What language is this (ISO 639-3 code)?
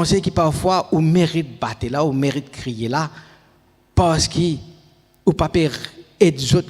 mfe